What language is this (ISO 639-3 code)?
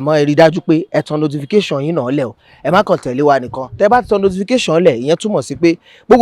yor